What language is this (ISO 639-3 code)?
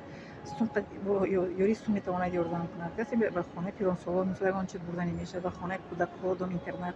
tgk